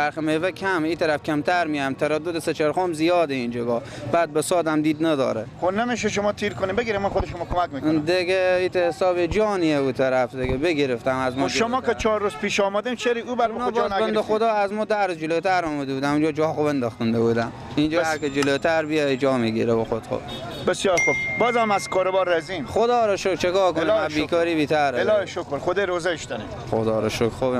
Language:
Persian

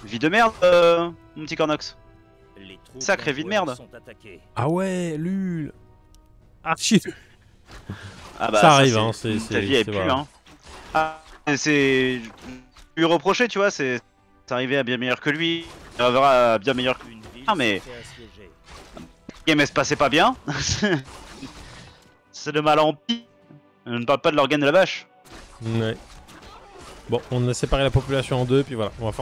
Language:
French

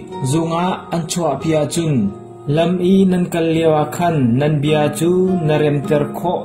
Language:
Hakha Chin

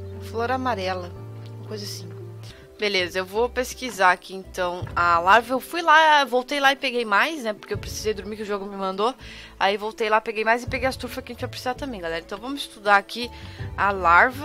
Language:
Portuguese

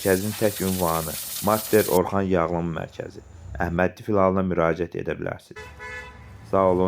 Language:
Azerbaijani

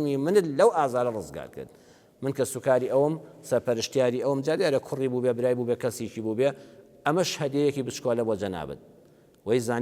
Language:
Central Kurdish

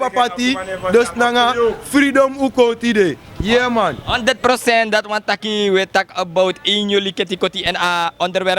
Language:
Sranan Tongo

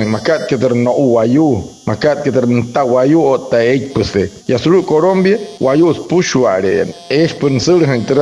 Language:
Wayuu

